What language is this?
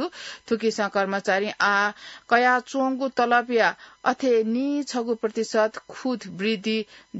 Newari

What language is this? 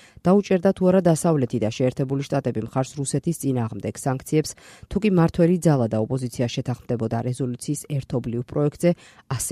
Georgian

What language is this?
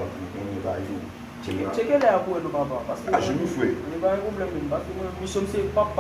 Haitian Creole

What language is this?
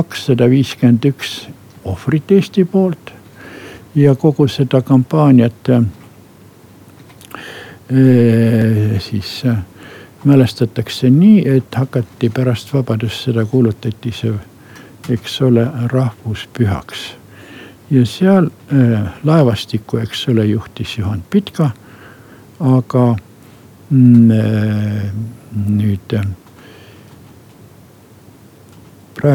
Estonian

